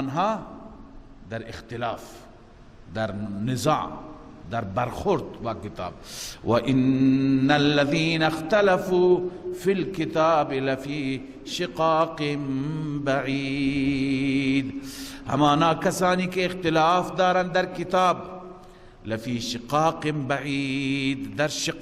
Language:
Persian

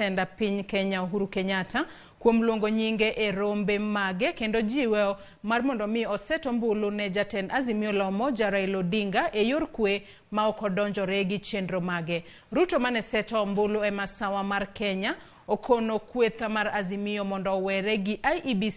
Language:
Luo (Kenya and Tanzania)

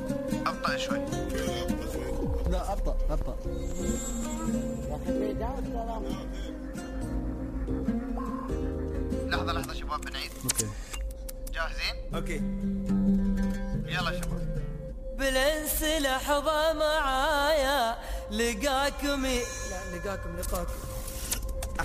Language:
Gulf Arabic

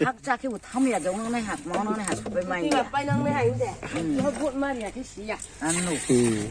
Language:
Riang (India)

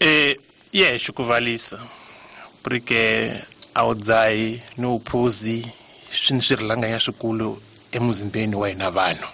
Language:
Tsonga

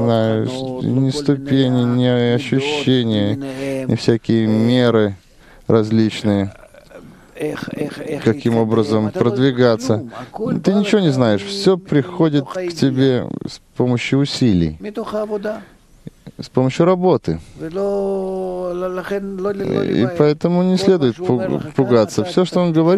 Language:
Russian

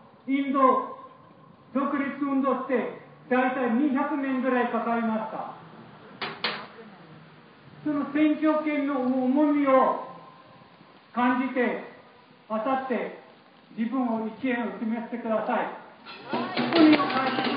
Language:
Japanese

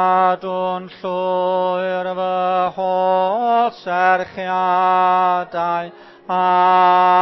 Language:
Welsh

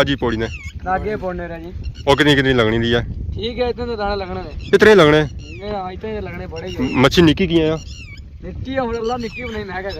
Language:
Pahari-Potwari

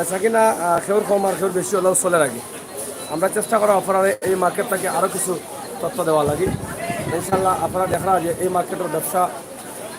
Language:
Sylheti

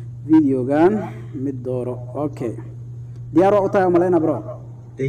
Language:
Somali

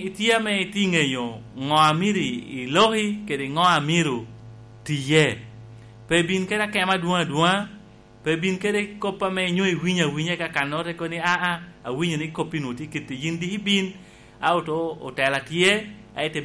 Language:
Lango (Uganda)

